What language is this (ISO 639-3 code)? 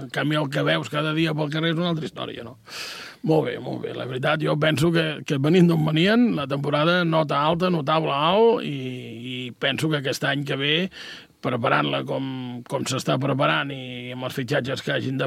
cat